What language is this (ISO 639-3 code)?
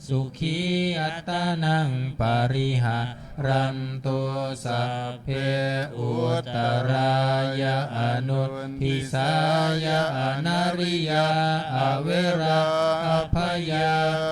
pli